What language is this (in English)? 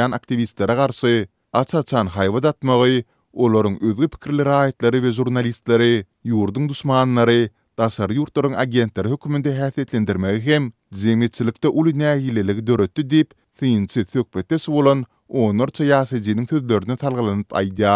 Turkmen